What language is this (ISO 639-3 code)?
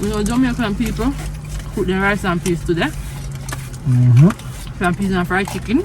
jam